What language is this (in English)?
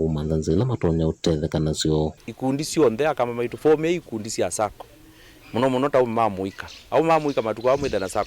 Kamba